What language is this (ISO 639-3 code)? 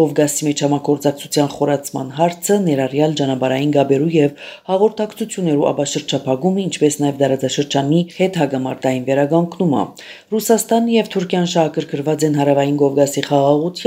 hye